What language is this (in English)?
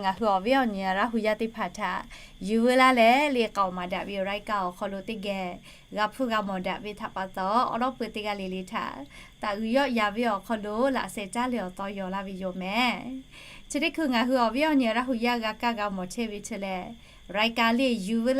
Lahu